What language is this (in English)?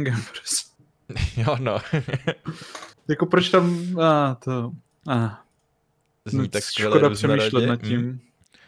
Czech